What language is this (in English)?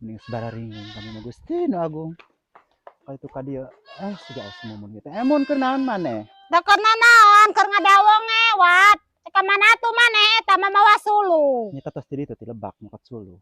Sundanese